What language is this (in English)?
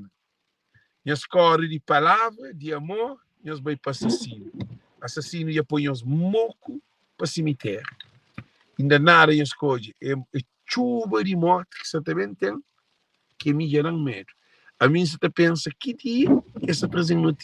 Kabuverdianu